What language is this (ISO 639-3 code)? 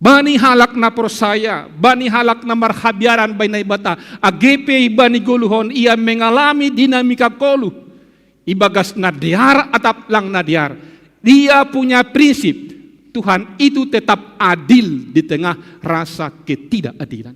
bts